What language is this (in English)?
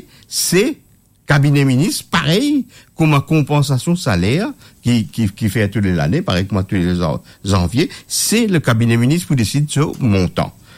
Morisyen